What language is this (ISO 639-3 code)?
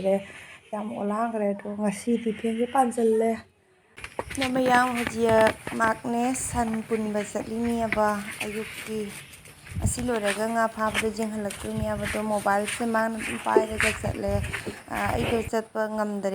mni